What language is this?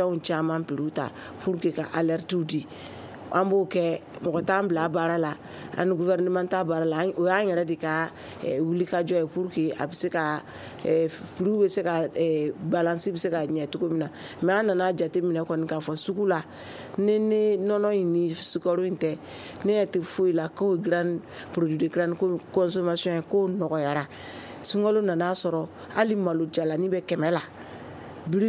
Bambara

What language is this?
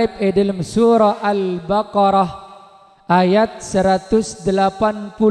Madurese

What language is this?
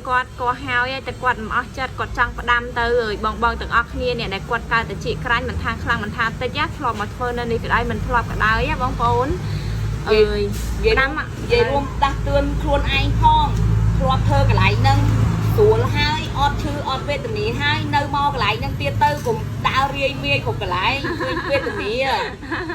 Khmer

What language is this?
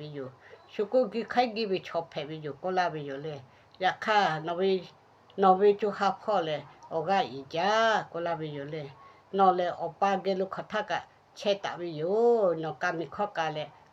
Lahu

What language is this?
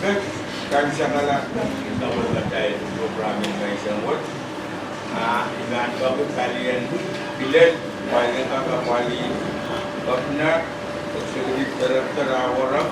Pohnpeian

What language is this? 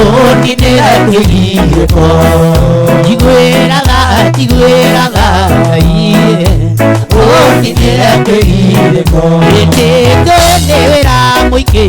Kikuyu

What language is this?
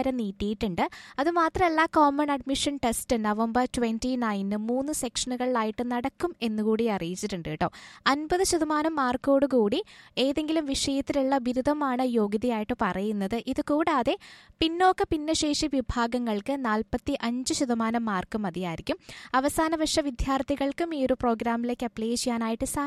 Malayalam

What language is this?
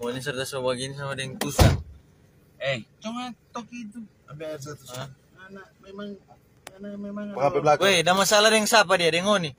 Manado Malay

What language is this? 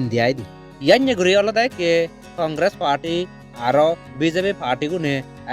Chakma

